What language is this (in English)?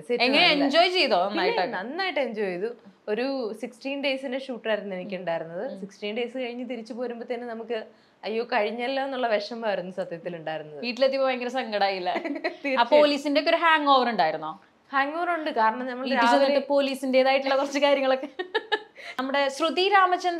Malayalam